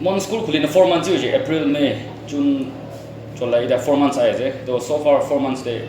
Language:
Naga Pidgin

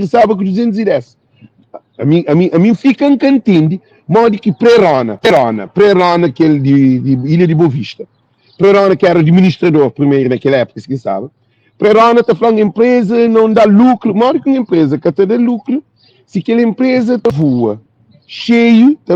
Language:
Kabuverdianu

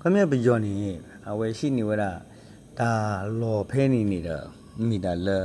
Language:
S'gaw Karen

